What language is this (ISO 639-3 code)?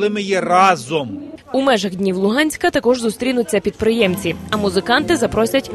ukr